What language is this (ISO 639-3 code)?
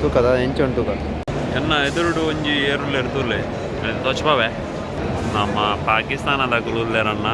tcy